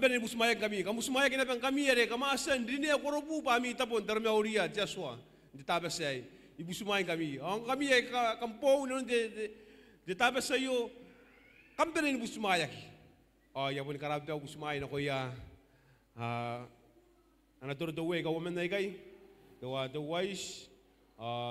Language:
Gilbertese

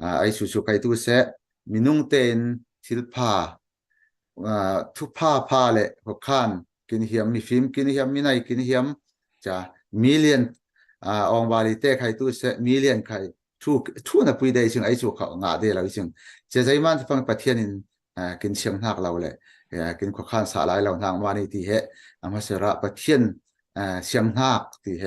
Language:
Falam Chin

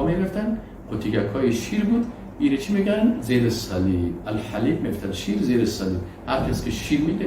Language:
Persian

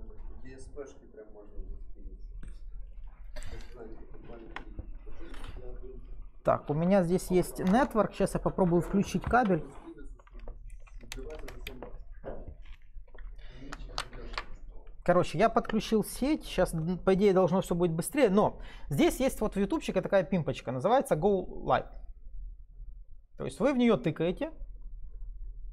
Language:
Russian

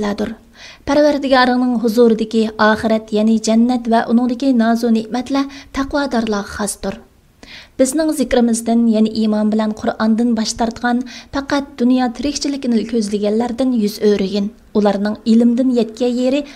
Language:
Uyghur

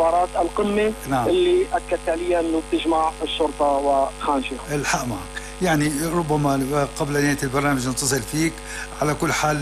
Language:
North Levantine Arabic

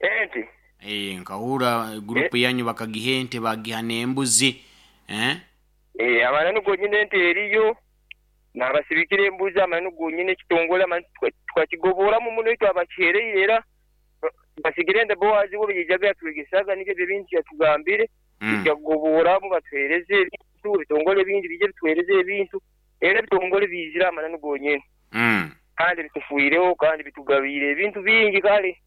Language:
Nyoro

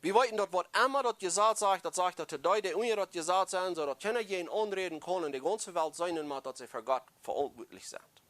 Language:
Plautdietsch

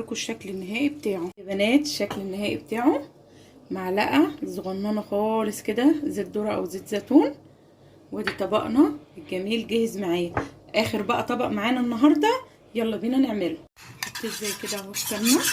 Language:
Egyptian Arabic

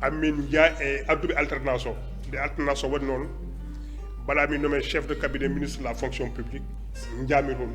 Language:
Fula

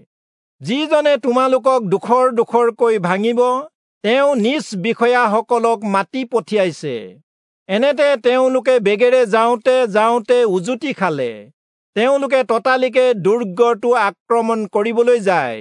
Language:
Assamese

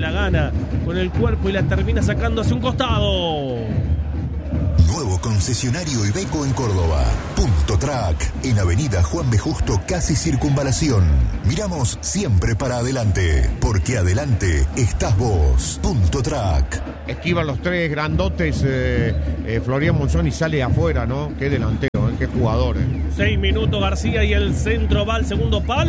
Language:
Spanish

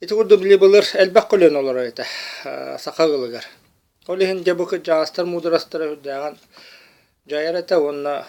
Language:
Yakut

